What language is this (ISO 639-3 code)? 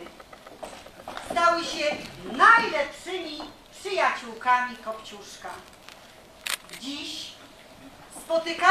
pol